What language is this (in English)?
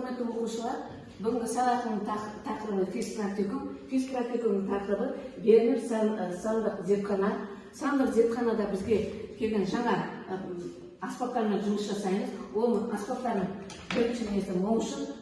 Kazakh